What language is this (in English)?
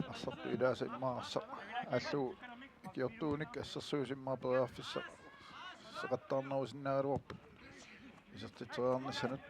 Kalaallisut